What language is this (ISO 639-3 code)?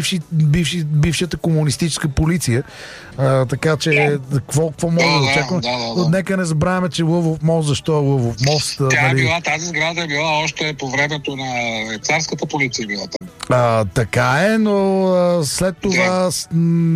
bul